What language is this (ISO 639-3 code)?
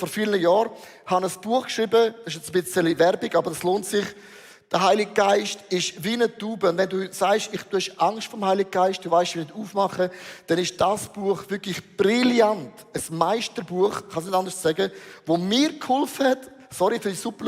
gsw